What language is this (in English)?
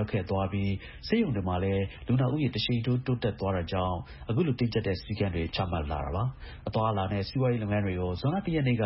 Burmese